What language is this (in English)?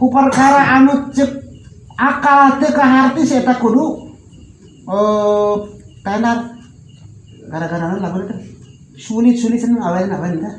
Sundanese